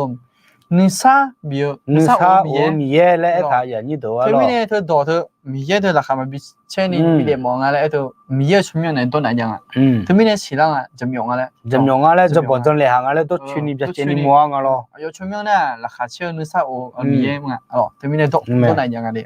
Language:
Akha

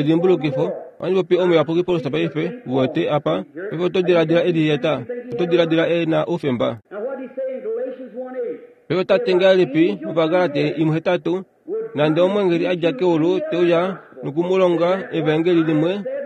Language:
Kuanyama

